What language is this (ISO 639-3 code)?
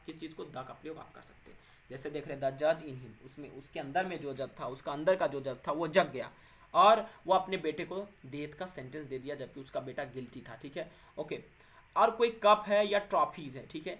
hin